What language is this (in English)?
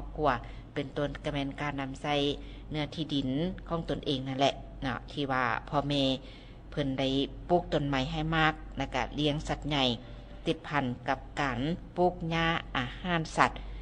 Lao